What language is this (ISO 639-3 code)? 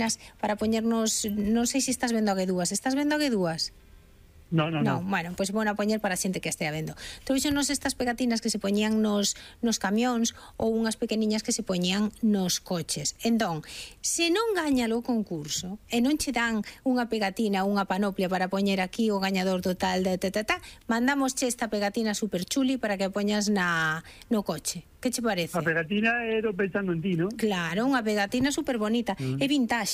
glg